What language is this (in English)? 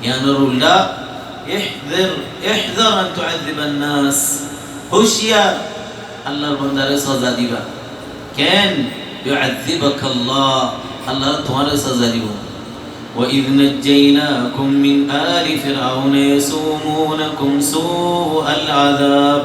Rohingya